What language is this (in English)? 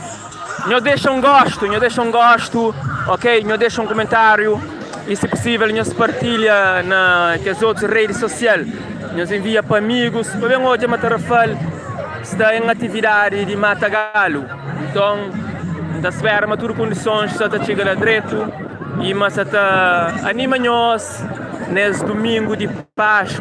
Kabuverdianu